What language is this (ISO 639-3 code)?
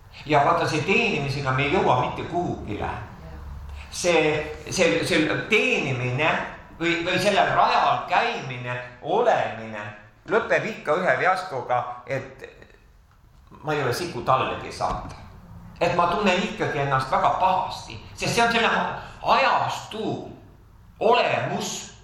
est